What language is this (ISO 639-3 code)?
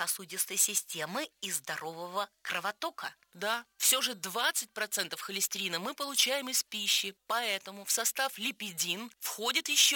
rus